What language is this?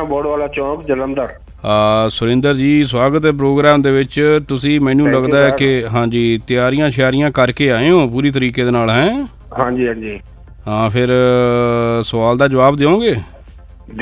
Punjabi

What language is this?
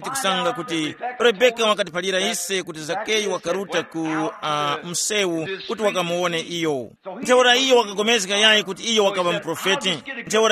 Tumbuka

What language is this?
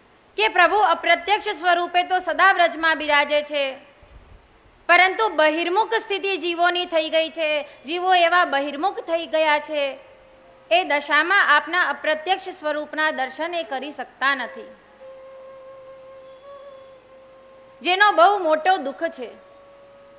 Gujarati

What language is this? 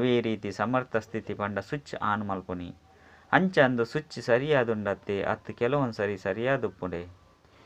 Tulu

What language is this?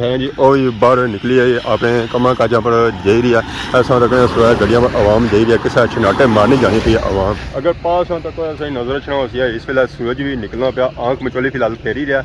Pahari-Potwari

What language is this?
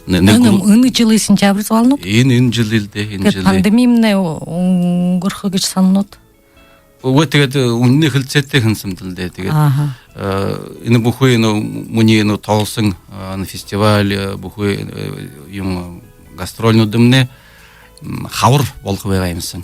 Buriat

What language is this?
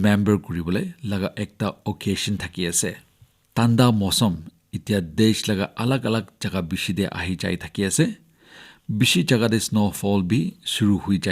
Naga Pidgin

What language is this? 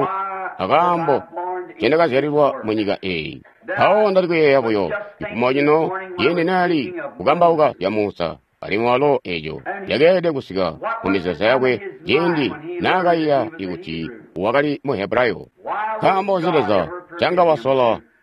Tonga (Zambia)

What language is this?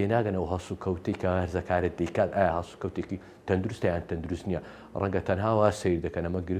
Central Kurdish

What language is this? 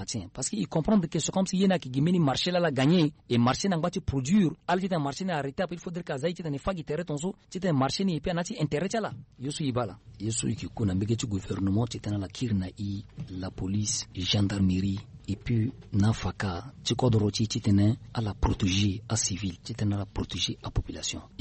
Sango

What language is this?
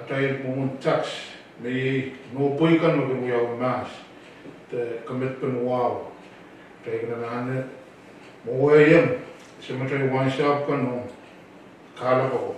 Pohnpeian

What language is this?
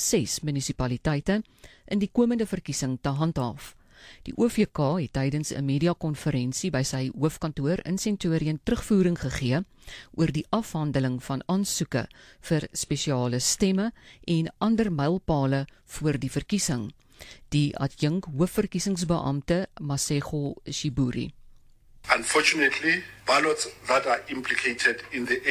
Afrikaans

